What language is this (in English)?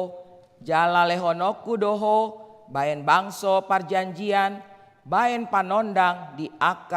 Batak Toba